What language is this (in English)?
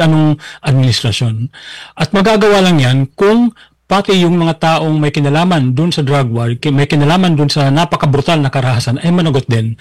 Filipino